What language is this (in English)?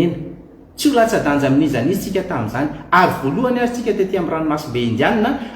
Malagasy